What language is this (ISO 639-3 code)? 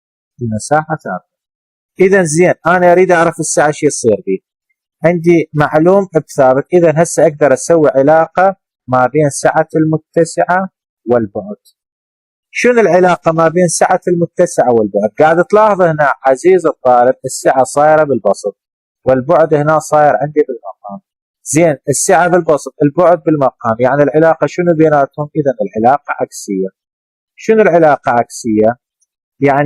acm